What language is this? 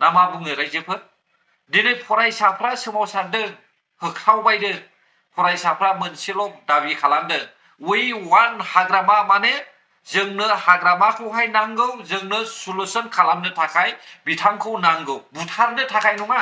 Bodo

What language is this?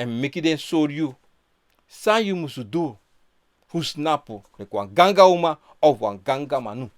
Sranan Tongo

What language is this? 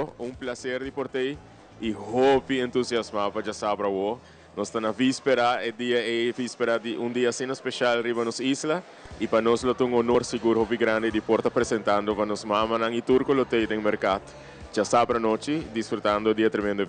Papiamento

